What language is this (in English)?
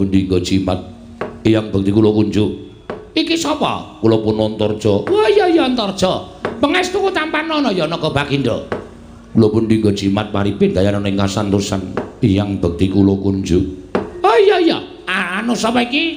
Javanese